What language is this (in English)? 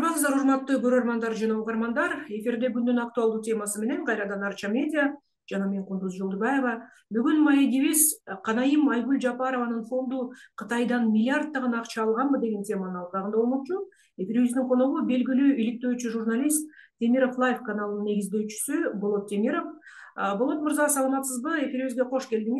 Kyrgyz